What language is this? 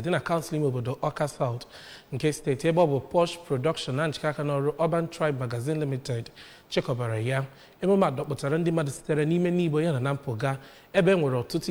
Igbo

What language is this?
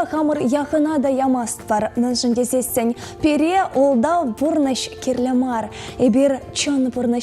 Chuvash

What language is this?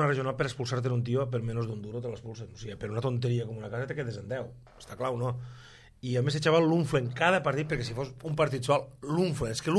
Catalan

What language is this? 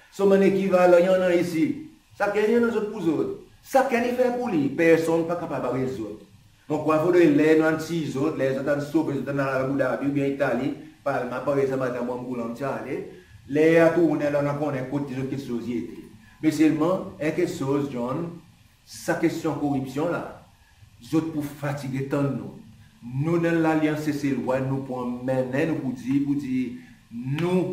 Seselwa Creole French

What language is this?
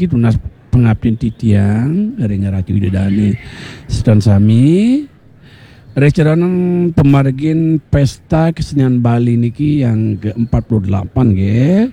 Balinese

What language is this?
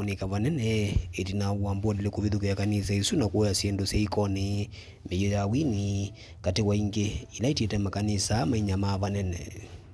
Kamba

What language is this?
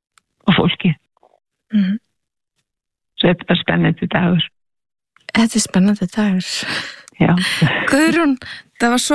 Icelandic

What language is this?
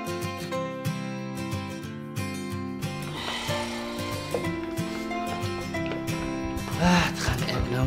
Afrikaans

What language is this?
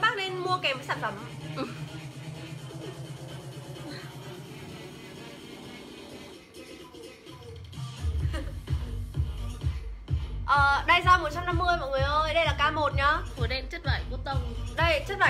Vietnamese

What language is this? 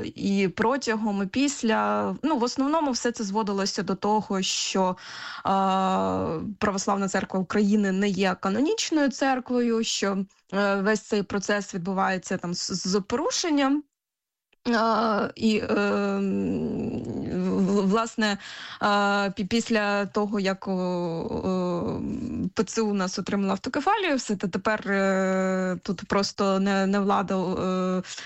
Ukrainian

